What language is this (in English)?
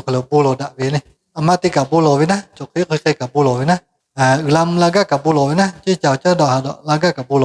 Lahu